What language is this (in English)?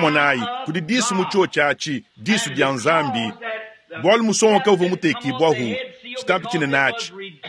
Luba-Lulua